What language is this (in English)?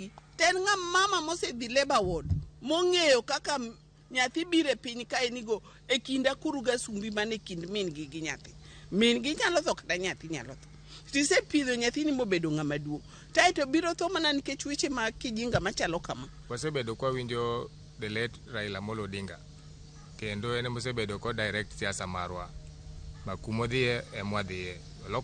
Luo (Kenya and Tanzania)